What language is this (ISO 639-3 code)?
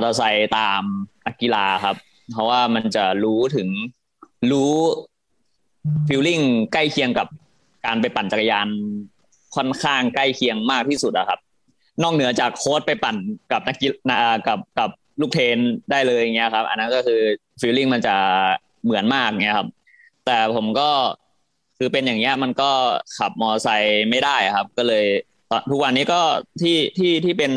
tha